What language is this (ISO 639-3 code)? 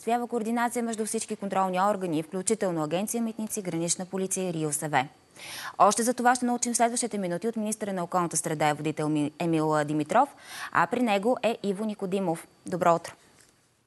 bul